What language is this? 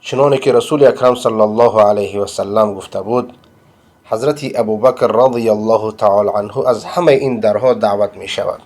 Persian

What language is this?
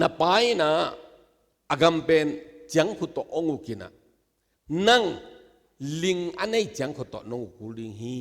Tedim Chin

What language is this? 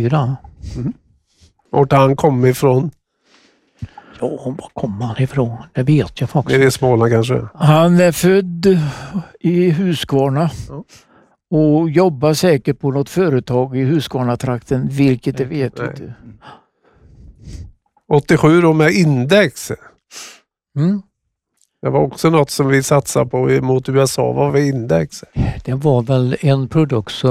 Swedish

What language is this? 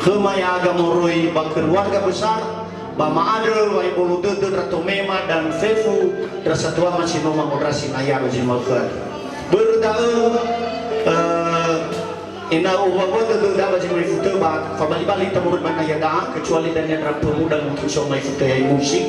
Nias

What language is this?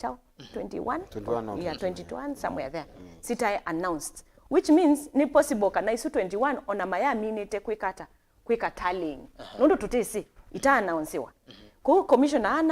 Kamba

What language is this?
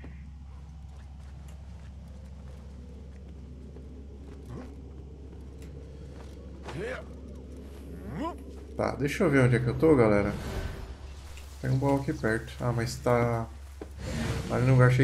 Portuguese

